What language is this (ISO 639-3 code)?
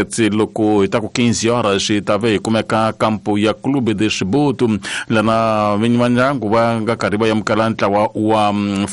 tso